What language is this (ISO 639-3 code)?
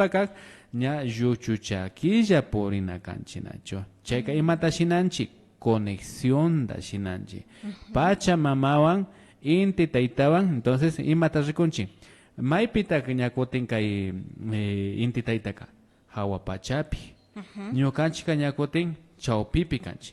qvi